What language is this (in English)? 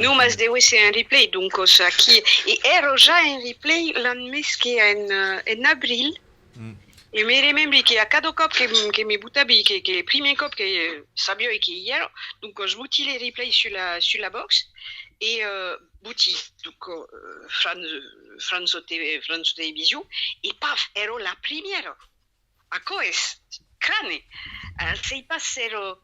Occitan